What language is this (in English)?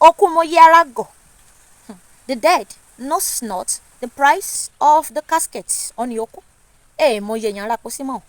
Yoruba